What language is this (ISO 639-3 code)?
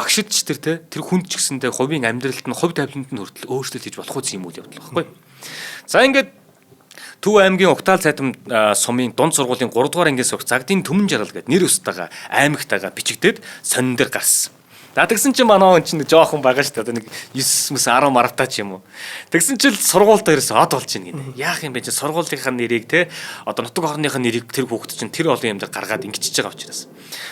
mon